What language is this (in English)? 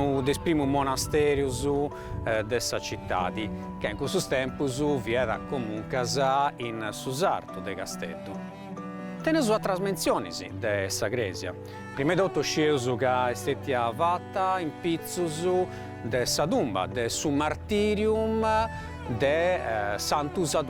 Sardinian